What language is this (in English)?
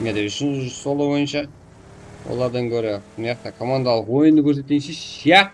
Kara-Kalpak